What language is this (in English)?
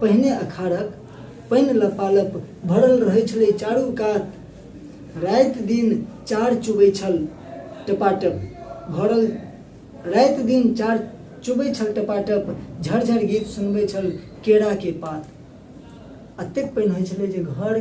Maithili